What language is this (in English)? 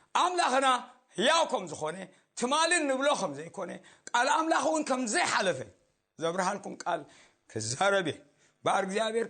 Tigrinya